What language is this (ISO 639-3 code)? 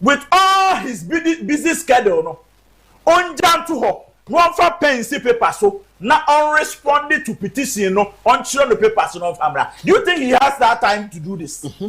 aka